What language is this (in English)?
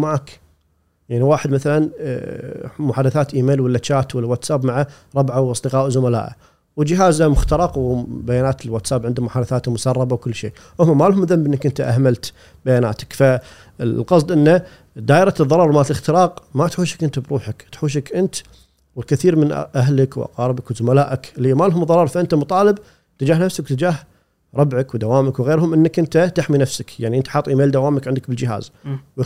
Gulf Arabic